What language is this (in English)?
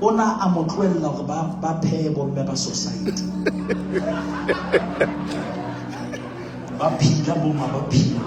Southern Sotho